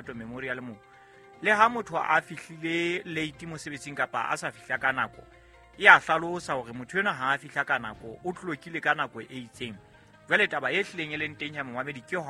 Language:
Southern Sotho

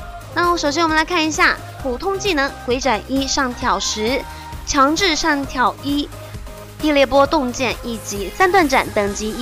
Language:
Chinese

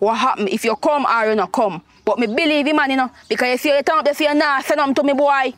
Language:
Jamaican Creole English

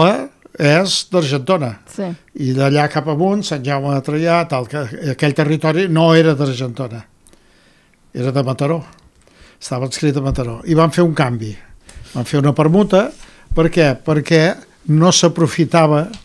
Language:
Catalan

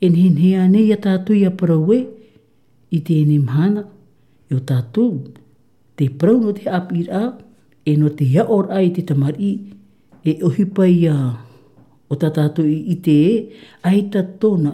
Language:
Tahitian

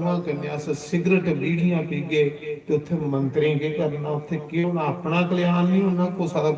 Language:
Dogri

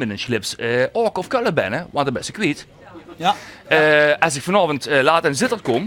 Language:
Limburgish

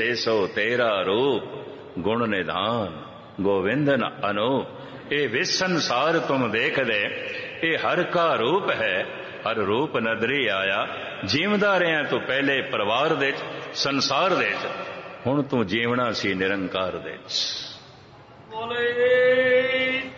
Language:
Punjabi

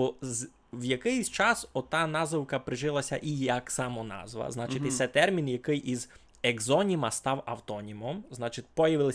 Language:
Rusyn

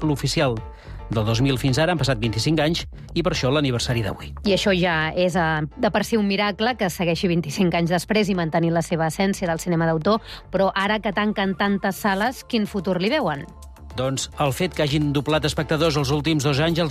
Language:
Catalan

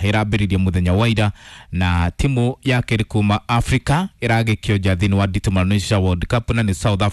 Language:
Kikuyu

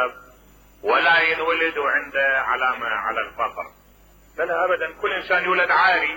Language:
Mesopotamian Arabic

